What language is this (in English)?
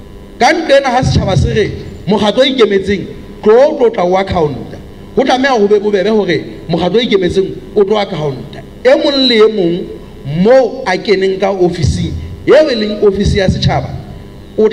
Southern Sotho